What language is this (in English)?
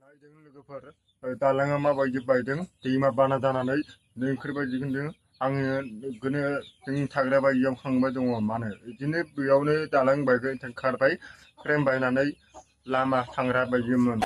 Bodo